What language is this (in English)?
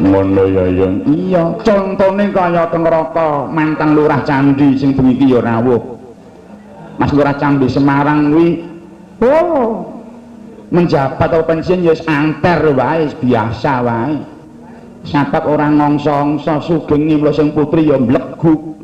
Javanese